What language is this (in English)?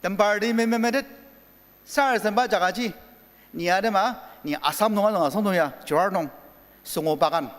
Ao Naga